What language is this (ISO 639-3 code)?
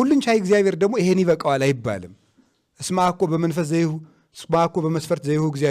amh